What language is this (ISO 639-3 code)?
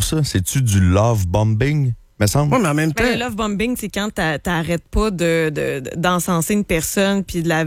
fra